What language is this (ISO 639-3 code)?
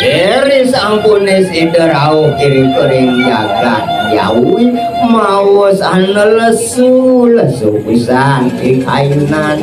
ban